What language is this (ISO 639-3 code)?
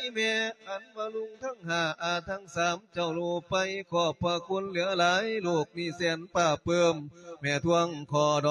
lao